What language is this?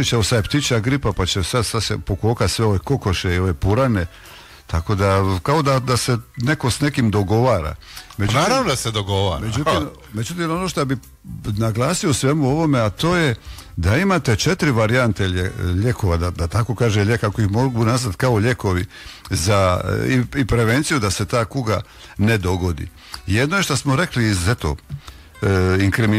Croatian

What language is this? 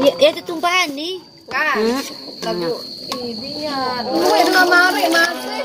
Sasak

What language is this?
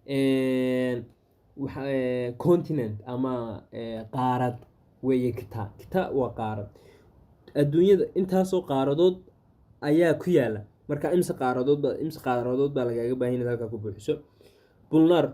Somali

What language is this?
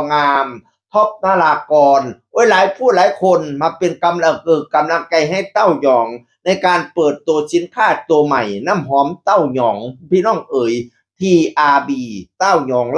Northeastern Thai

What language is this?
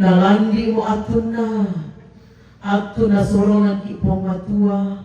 Toraja-Sa'dan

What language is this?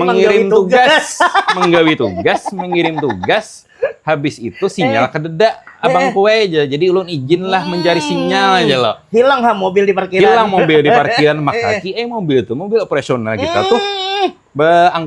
Banjar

